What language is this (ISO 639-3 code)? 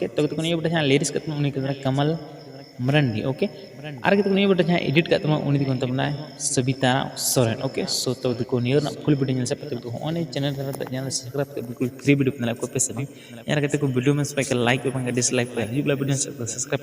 sat